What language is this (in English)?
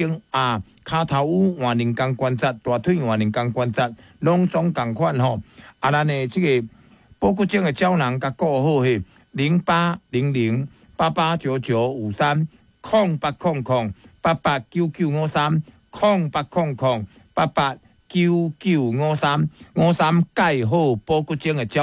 Min Nan Chinese